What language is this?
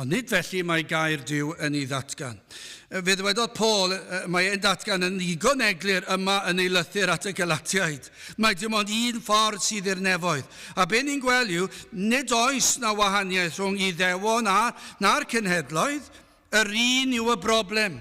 Welsh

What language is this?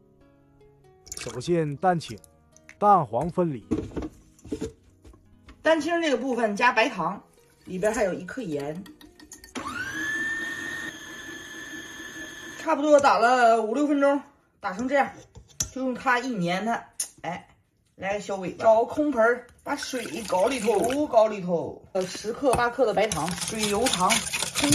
Chinese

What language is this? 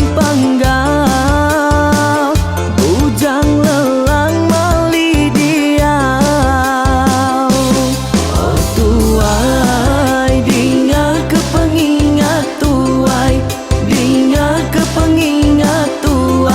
Iban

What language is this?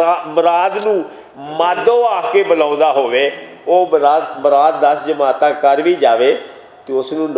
Western Panjabi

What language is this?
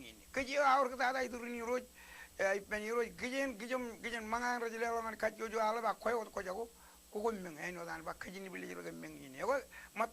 Marshallese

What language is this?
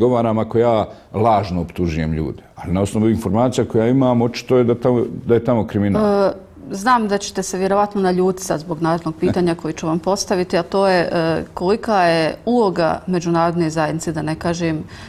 Bosnian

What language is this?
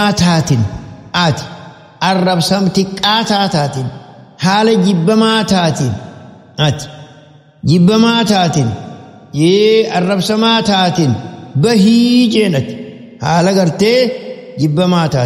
Oromo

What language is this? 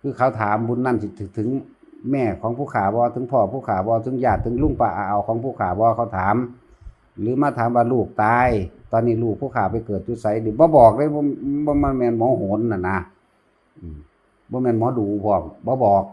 Northeastern Thai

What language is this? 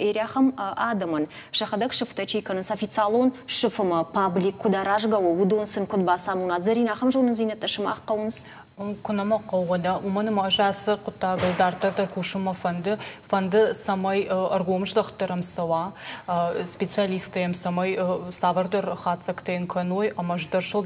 Ossetic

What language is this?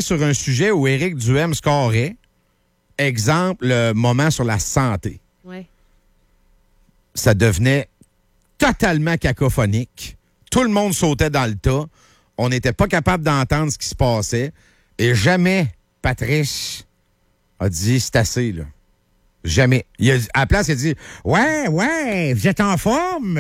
French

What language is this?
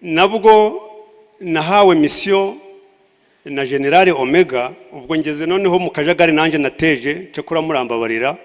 Kinyarwanda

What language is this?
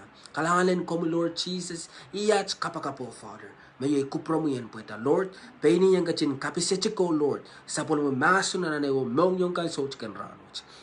Pohnpeian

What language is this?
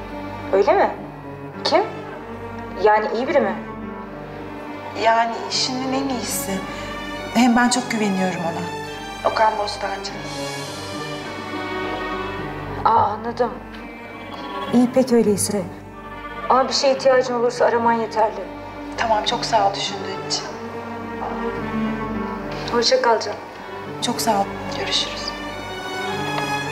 Turkish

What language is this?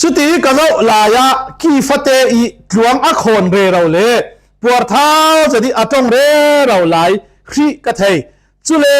Falam Chin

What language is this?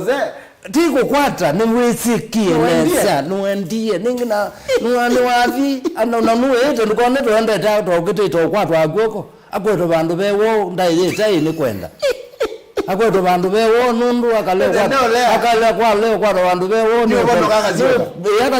Kamba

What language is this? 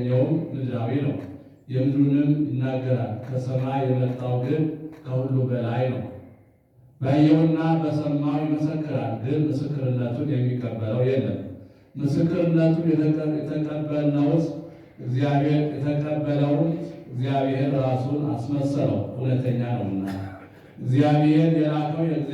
Amharic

